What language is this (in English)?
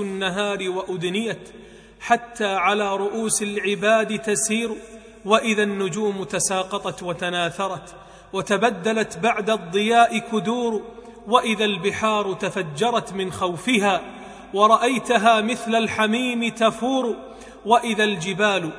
Arabic